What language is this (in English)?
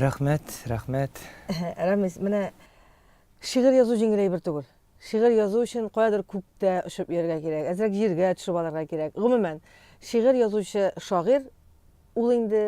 Tatar